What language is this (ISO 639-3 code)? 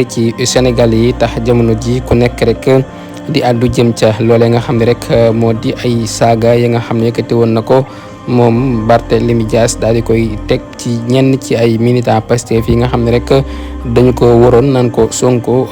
wol